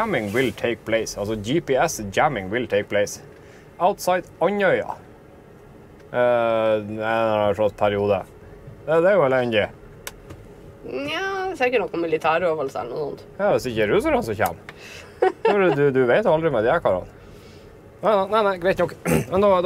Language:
Norwegian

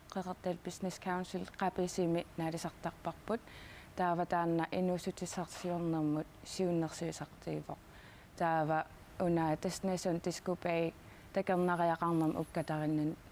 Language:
Kalaallisut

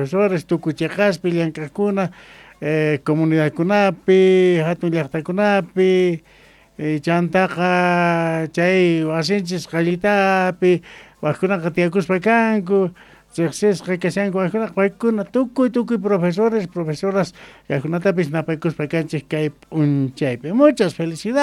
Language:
Quechua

